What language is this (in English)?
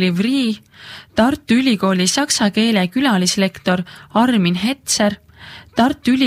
Estonian